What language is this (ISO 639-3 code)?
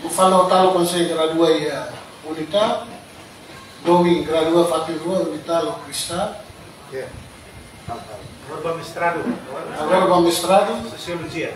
tet